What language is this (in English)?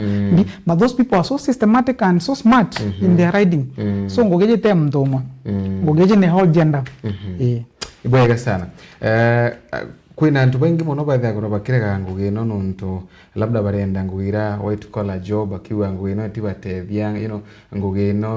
Meru